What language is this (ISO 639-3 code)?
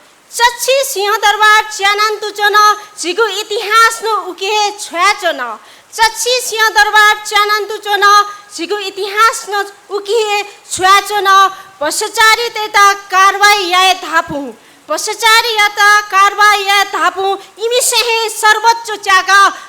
new